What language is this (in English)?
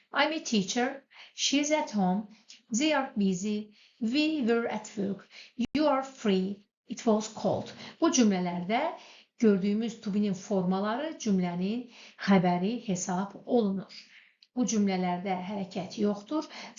Azerbaijani